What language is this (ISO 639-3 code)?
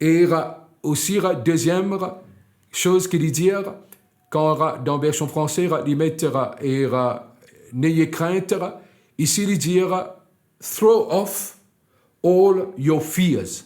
mfe